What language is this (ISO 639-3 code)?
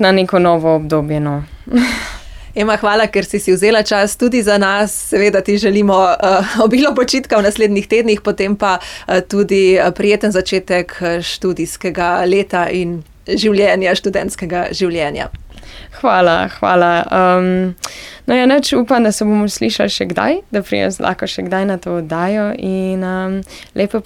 slv